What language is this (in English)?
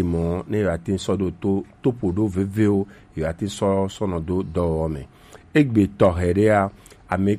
Gen